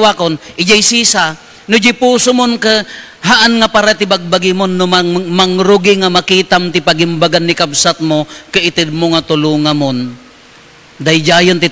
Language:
Iloko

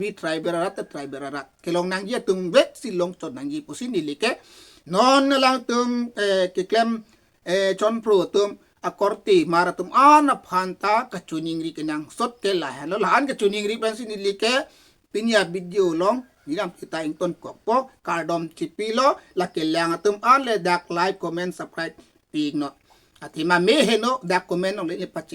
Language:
Karbi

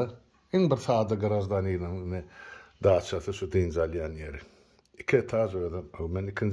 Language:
Turkmen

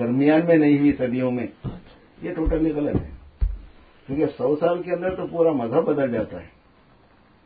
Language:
Urdu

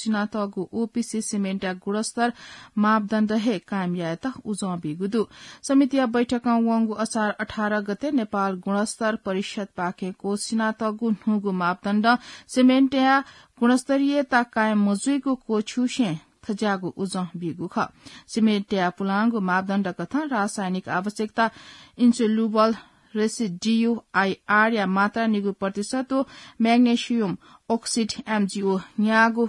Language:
Newari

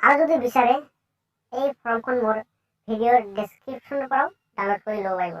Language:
Assamese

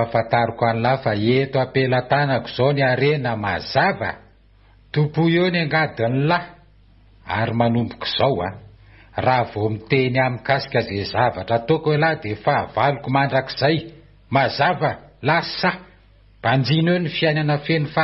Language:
Malagasy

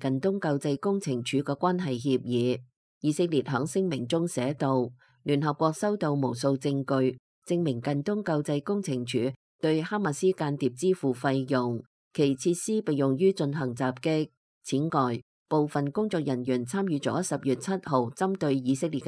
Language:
Cantonese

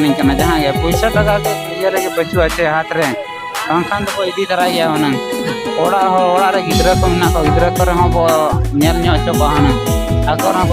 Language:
Santali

